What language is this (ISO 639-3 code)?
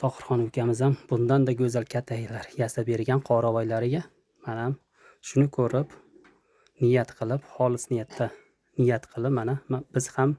uzb